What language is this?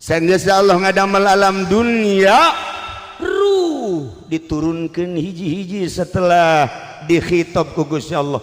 Sundanese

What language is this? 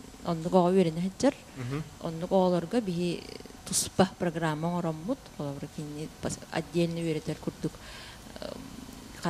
Yakut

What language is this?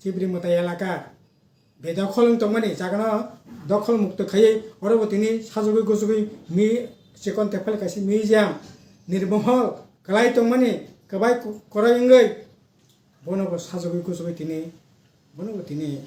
Kok Borok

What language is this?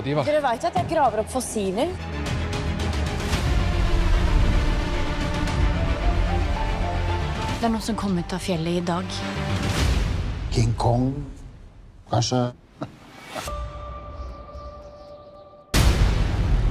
Norwegian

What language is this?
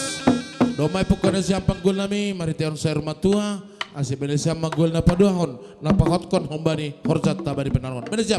Batak Simalungun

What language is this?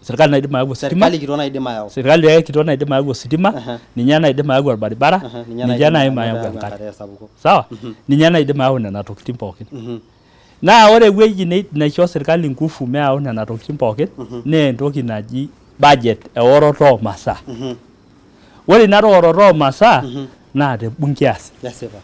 Masai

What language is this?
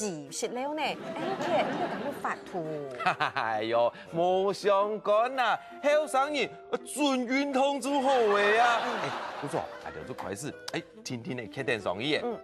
Hakka Chinese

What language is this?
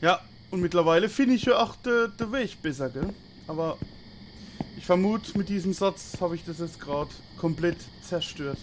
Palatine German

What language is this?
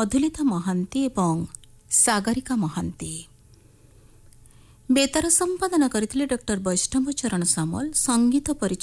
Odia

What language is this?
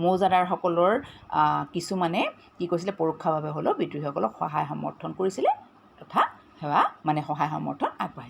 Assamese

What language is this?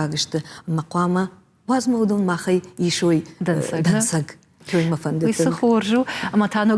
Ossetic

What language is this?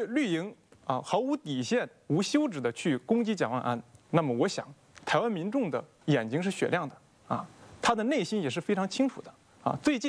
Chinese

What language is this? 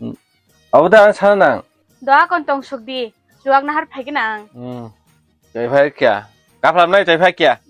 Kok Borok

